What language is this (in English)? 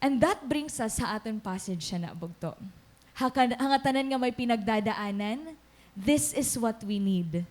Waray